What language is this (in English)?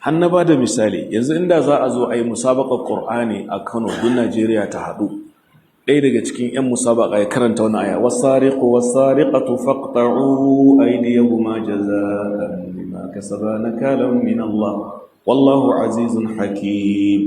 Hausa